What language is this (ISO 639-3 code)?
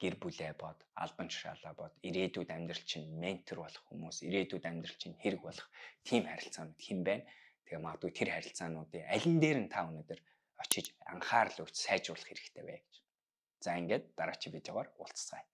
mon